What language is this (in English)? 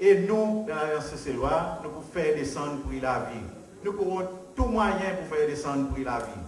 Seselwa Creole French